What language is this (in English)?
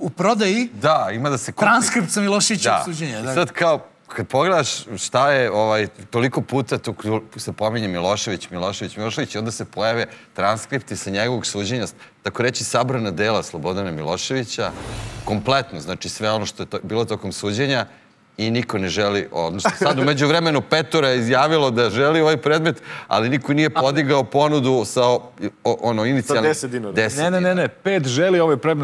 Serbian